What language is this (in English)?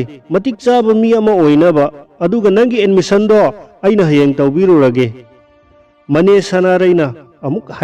Manipuri